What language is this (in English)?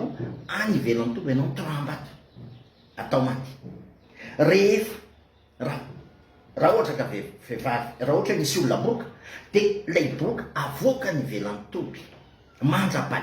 Malagasy